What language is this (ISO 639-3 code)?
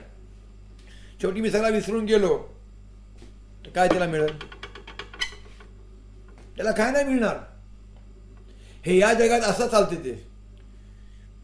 mar